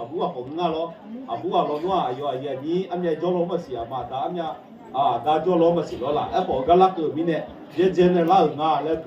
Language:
Akha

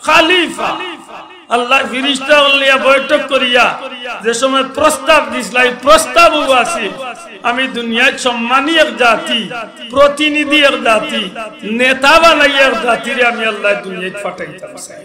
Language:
Sylheti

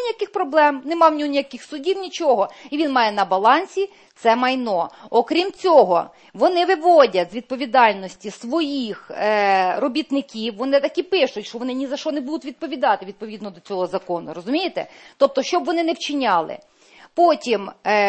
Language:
Ukrainian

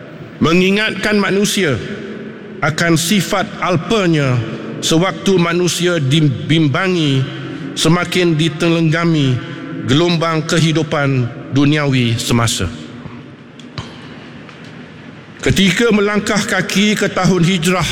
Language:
Malay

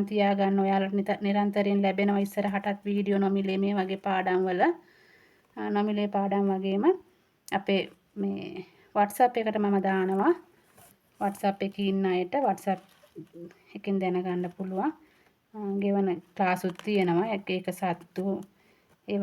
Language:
Sinhala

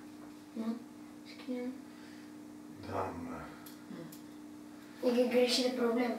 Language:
Romanian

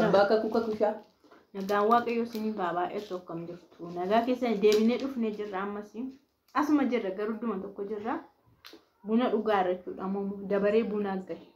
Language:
Oromo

